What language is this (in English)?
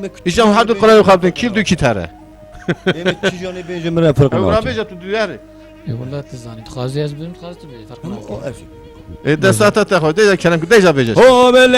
Kurdish